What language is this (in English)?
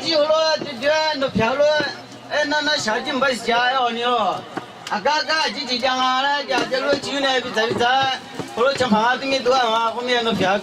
Akha